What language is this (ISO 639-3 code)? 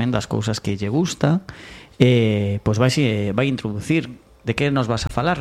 glg